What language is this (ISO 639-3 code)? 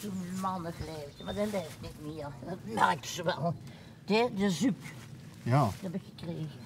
lim